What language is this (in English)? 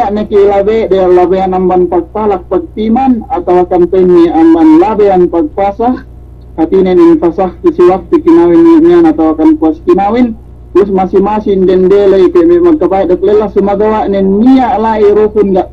Yakan